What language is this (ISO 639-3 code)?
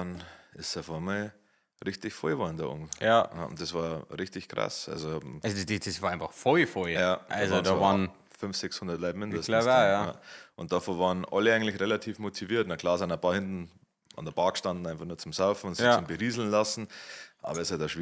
bar